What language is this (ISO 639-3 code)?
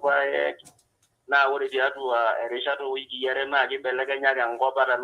mas